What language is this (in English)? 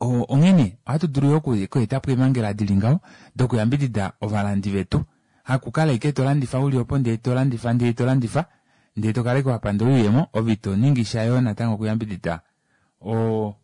Kuanyama